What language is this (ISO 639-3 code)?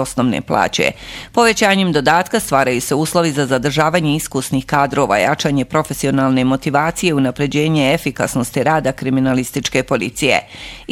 bos